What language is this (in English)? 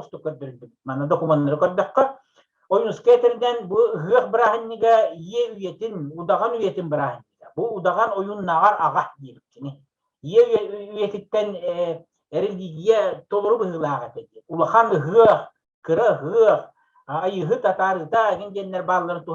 Yakut